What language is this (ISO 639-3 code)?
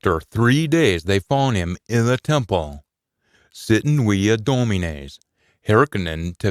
sco